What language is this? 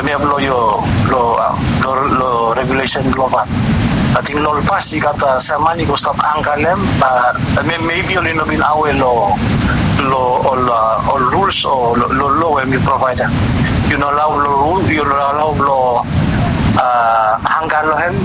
Bislama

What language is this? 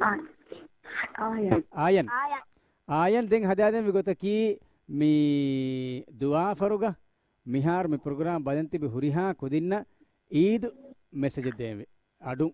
Divehi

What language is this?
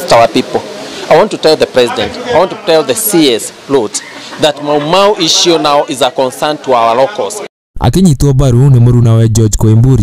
Kikuyu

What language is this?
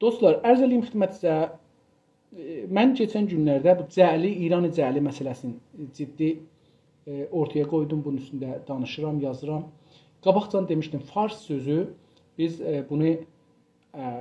South Azerbaijani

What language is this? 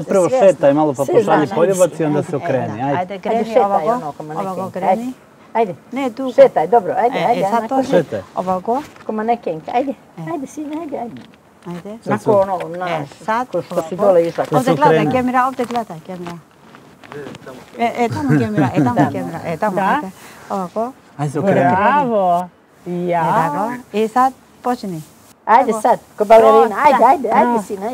Serbian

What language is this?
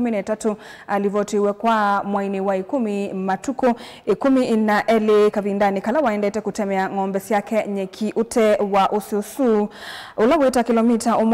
Kamba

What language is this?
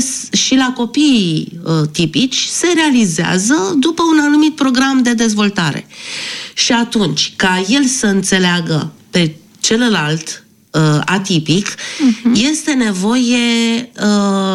Romanian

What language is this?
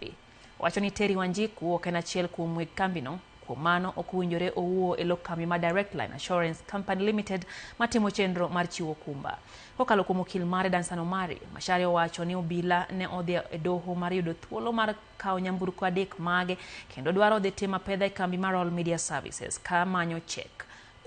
Luo (Kenya and Tanzania)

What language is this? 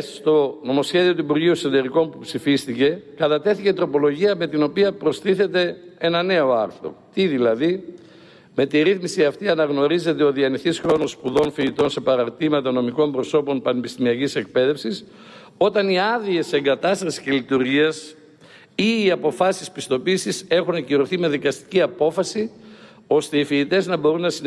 Greek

